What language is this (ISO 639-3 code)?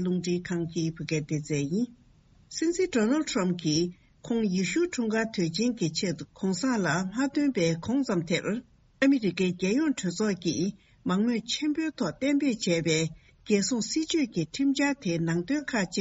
bod